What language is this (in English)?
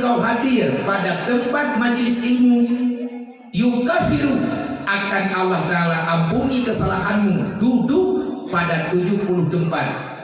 Achinese